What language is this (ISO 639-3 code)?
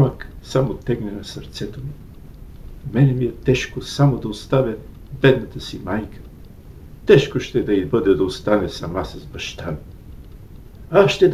bul